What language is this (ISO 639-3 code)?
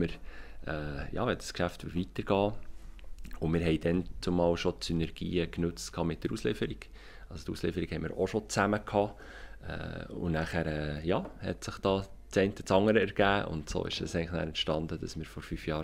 gsw